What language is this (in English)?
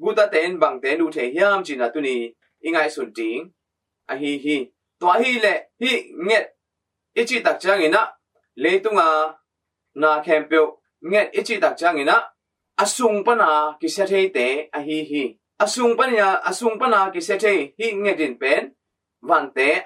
Tedim Chin